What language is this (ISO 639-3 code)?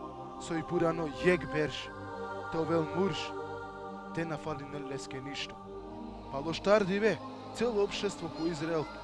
rmn